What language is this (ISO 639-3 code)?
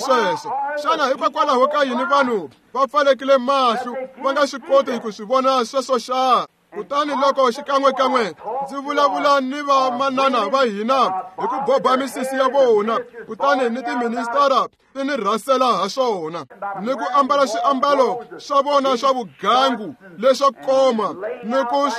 tso